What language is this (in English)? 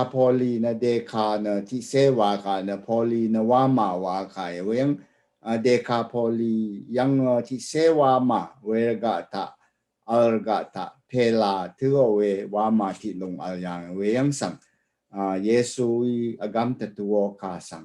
Rawang